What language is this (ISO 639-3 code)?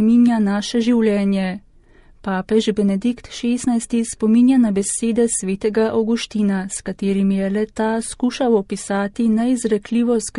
slv